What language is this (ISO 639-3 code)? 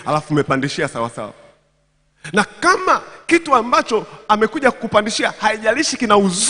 swa